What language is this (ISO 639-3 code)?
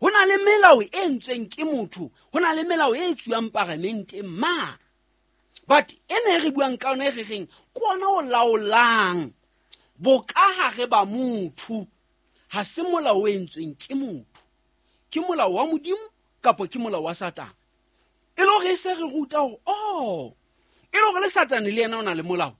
sot